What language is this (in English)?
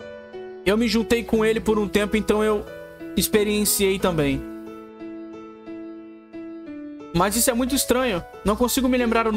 Portuguese